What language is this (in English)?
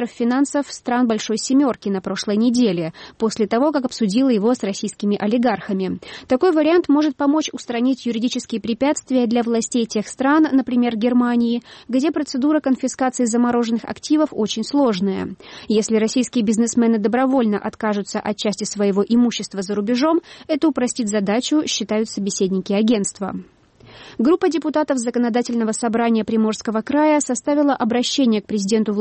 Russian